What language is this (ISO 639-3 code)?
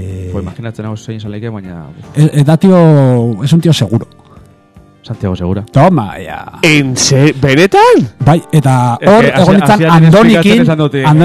eus